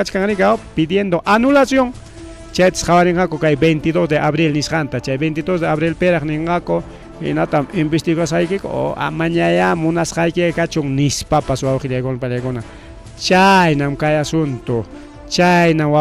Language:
Ayacucho Quechua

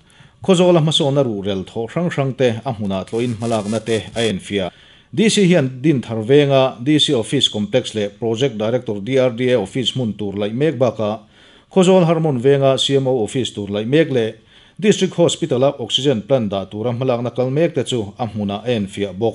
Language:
Mizo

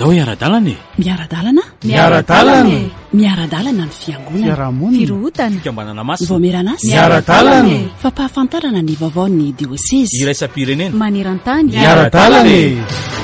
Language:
Malagasy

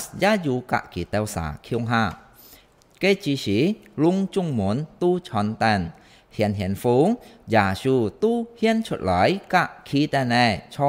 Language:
Hakka Chinese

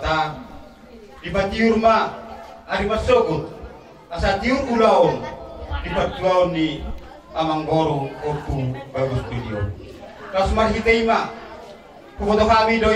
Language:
Batak Toba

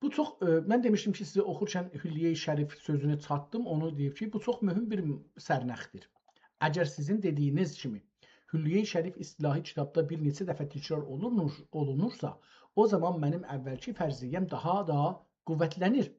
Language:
South Azerbaijani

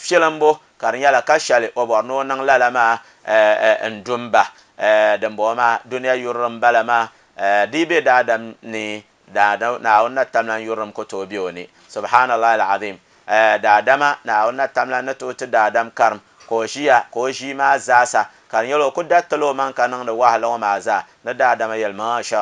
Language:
Dagbani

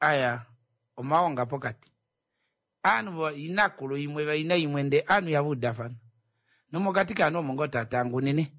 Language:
Kuanyama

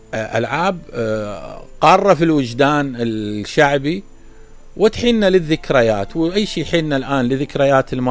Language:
Mesopotamian Arabic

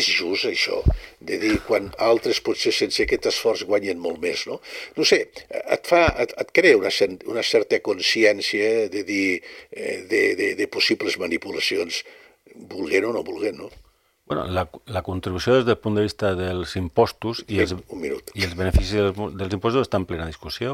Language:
Catalan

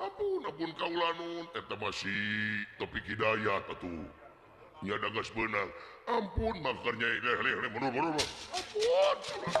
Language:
Sundanese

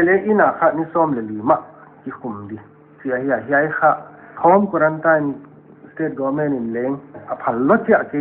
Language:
Paite Chin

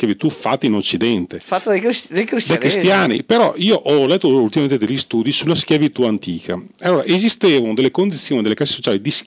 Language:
Italian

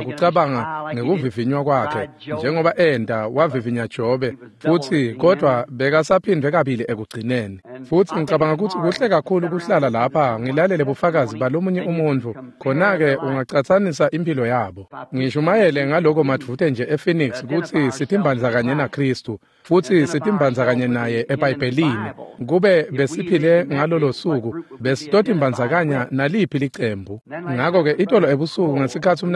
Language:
Swati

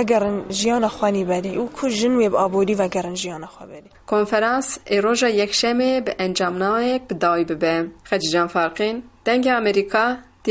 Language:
Kurdish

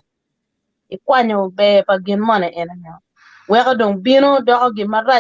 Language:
Acoli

